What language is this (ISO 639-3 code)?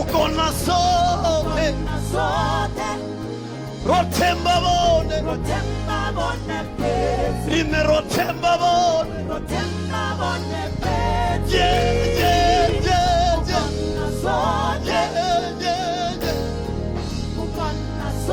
ven